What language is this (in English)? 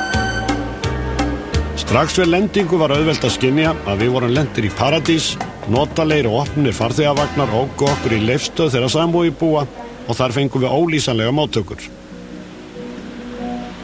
Icelandic